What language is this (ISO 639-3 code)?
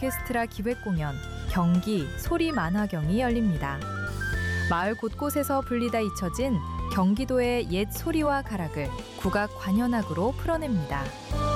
kor